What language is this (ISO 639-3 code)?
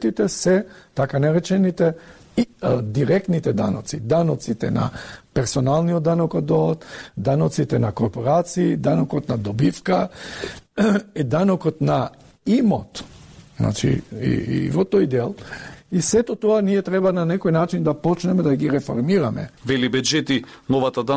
mkd